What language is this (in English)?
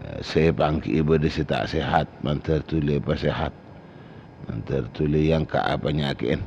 Madurese